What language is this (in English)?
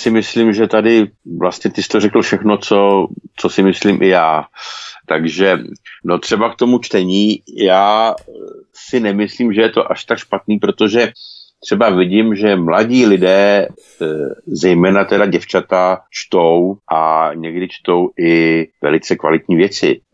Czech